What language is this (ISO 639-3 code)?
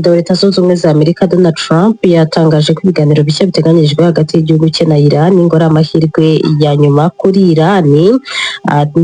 kin